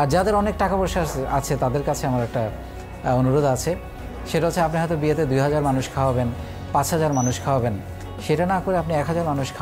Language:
Bangla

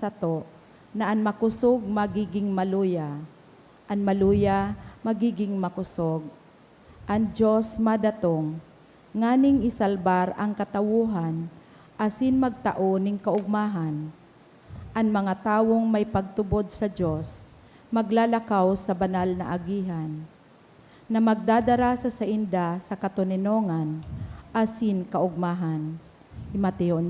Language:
Bikol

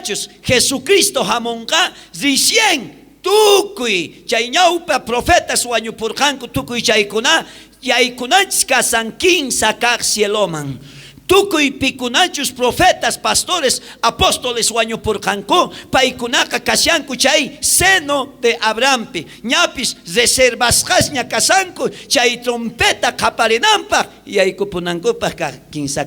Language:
South Bolivian Quechua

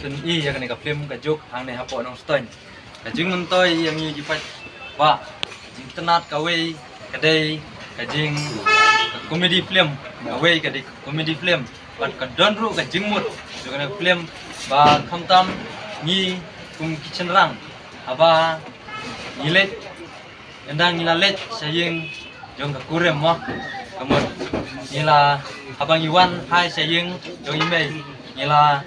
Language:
Khasi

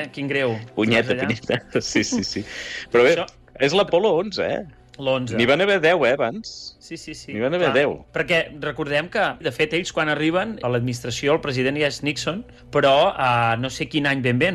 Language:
Catalan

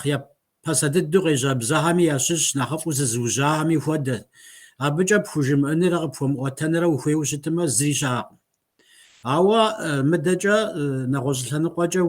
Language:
Kabardian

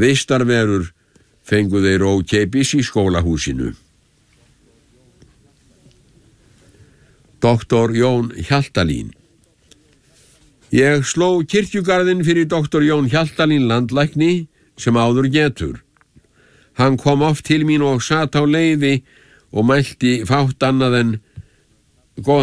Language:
Icelandic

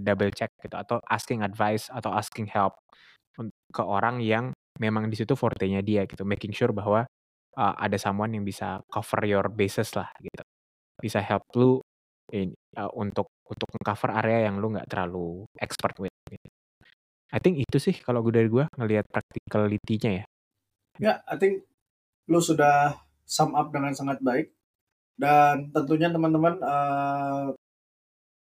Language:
Indonesian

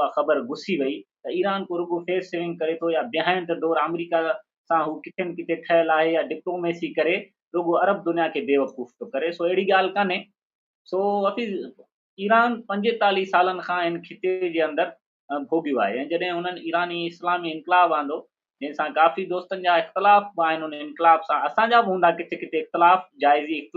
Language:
Sindhi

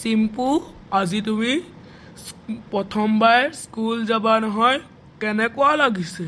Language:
Assamese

